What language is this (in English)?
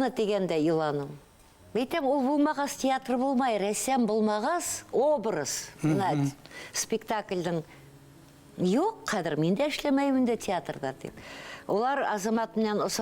Bashkir